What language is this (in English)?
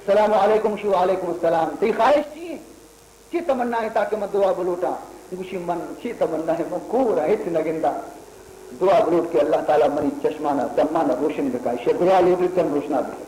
Baluchi